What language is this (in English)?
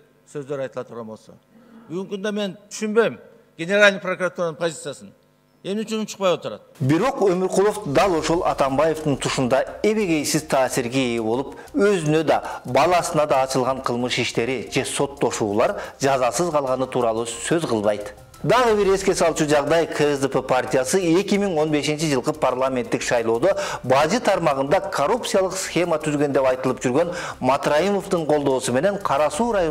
Kyrgyz